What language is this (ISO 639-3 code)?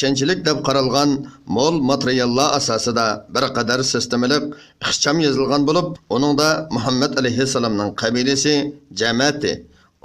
uig